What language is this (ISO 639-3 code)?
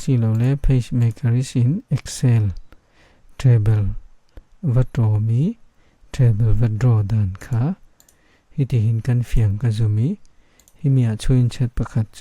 cfm